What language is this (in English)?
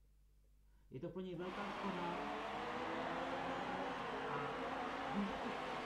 Czech